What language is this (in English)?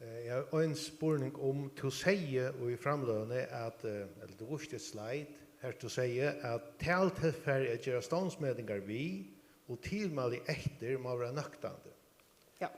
Faroese